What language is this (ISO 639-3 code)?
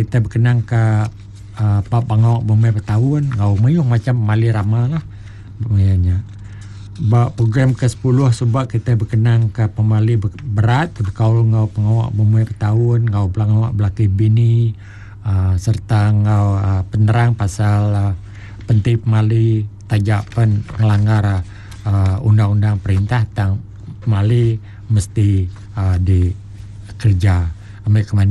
iba